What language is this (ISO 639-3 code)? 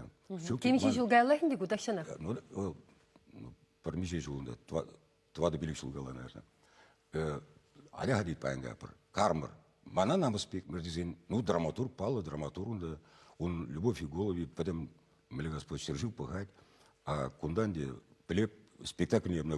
chv